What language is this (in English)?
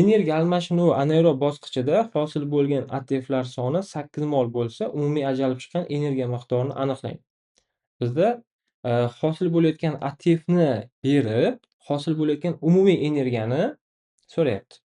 Uzbek